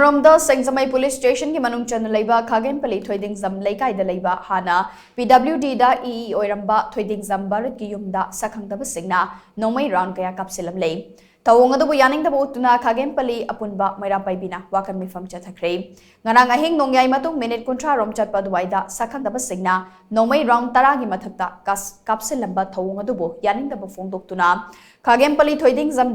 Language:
Manipuri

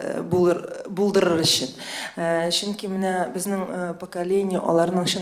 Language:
Tatar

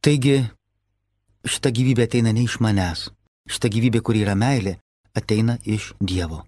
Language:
Lithuanian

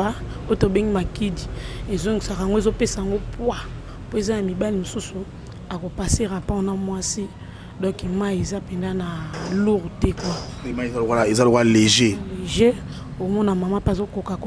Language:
Lingala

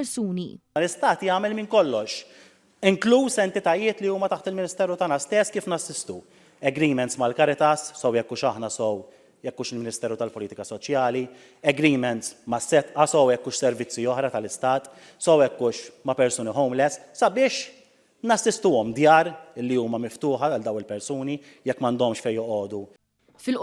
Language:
Maltese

